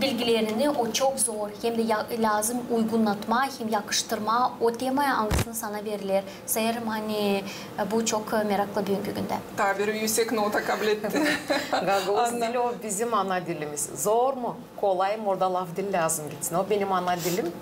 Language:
Gagauz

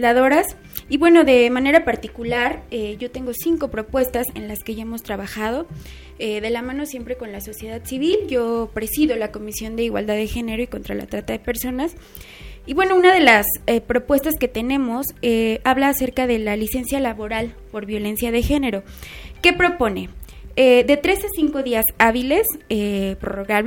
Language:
Spanish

